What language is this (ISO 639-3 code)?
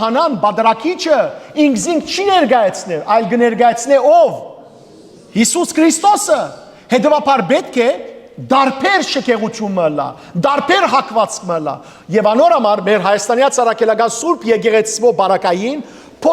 hyw